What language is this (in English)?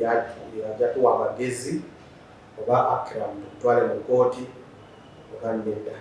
Ganda